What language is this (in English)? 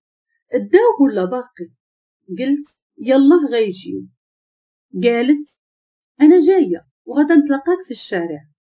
Moroccan Arabic